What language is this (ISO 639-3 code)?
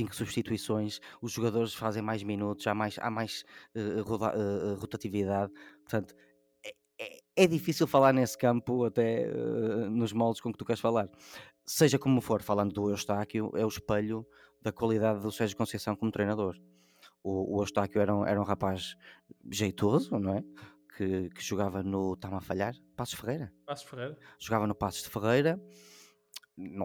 por